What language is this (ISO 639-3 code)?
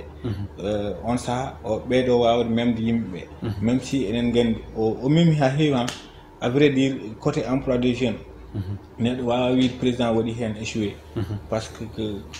ful